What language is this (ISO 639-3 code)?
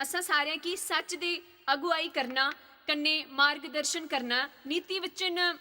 doi